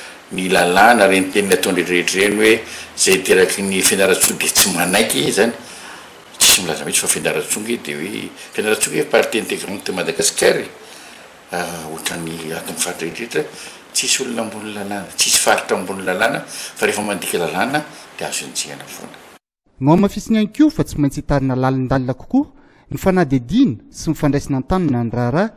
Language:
Malagasy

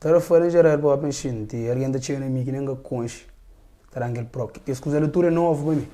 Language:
Kabuverdianu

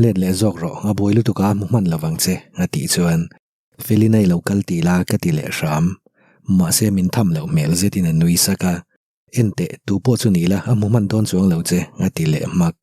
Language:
Mizo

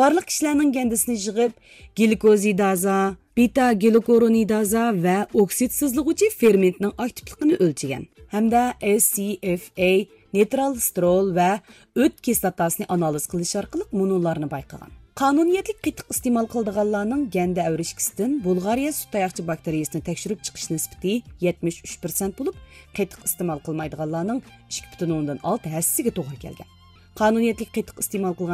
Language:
Uyghur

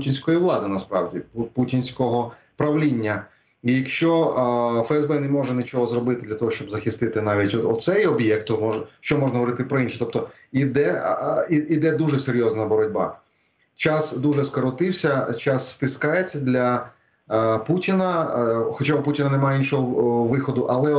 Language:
Ukrainian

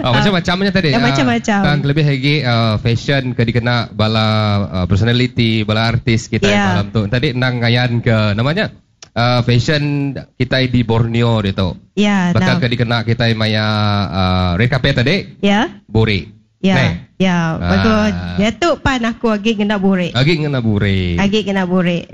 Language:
Iban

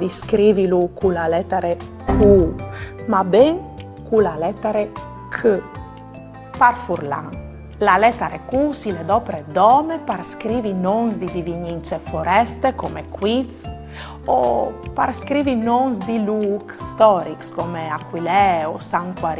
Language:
Friulian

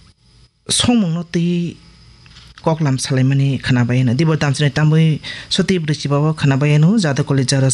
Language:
Kok Borok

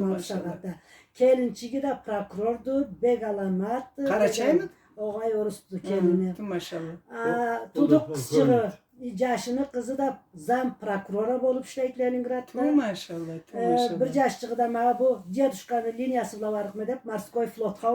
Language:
Karachay-Balkar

